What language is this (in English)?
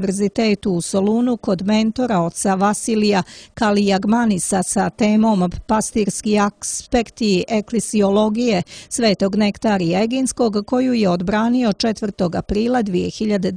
Serbian